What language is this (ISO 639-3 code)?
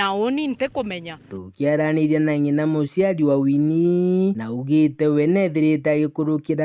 mer